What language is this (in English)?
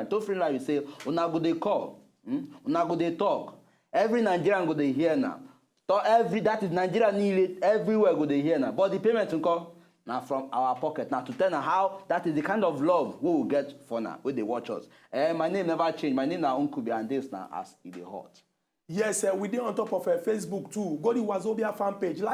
Nigerian Pidgin